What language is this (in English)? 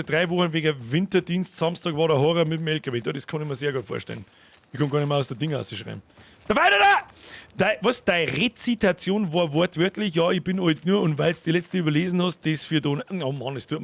Bavarian